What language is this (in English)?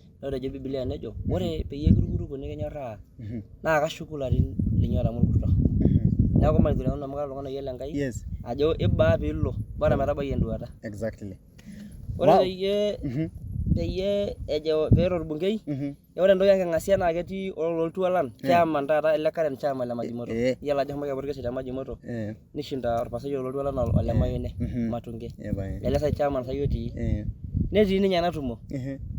Masai